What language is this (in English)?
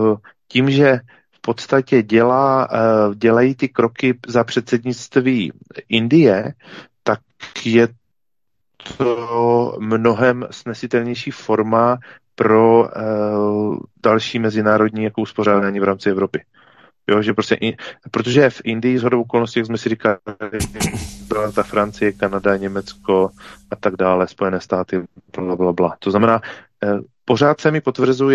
Czech